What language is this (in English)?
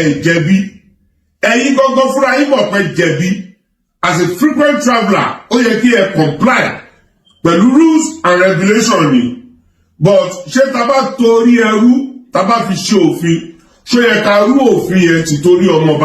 Yoruba